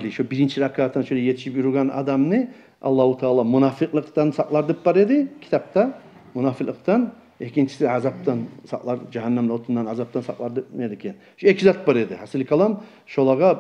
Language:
Kumyk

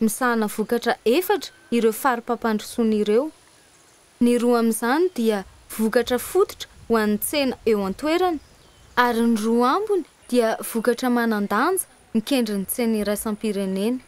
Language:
Malagasy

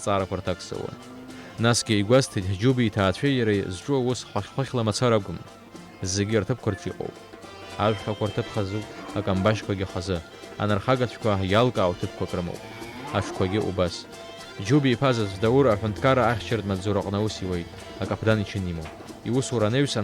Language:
Abkhazian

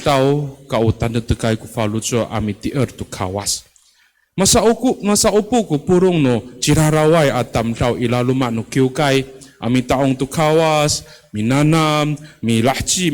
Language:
Amis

